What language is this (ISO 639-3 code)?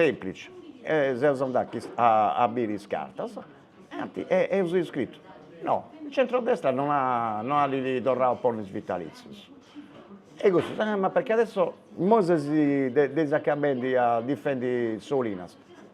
srd